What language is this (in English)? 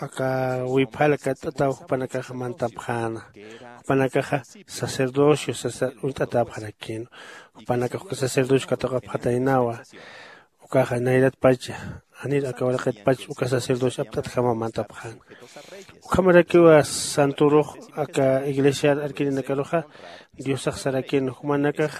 Aymara